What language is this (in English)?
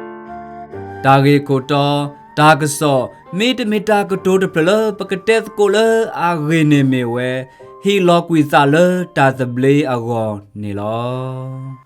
S'gaw Karen